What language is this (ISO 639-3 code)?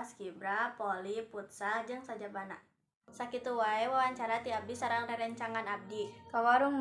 sun